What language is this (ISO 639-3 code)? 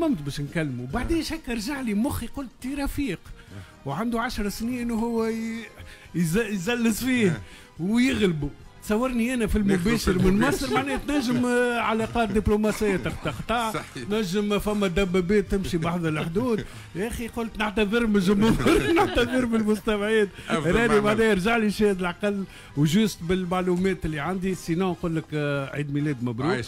aeb